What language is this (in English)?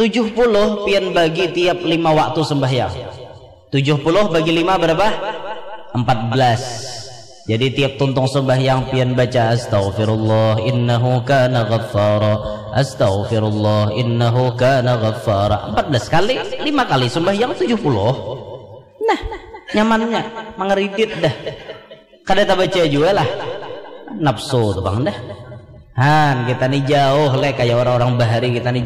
Banjar